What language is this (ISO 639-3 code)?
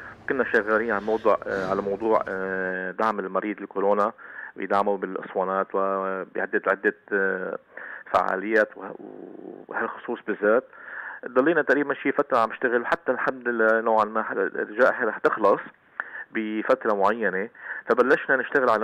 apc